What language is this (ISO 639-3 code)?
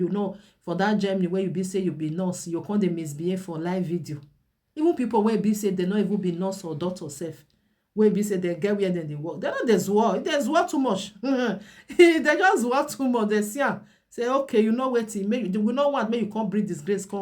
pcm